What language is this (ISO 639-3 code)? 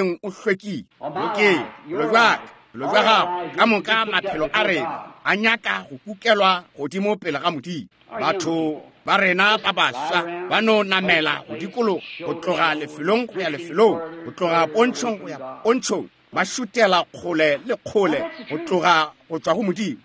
nso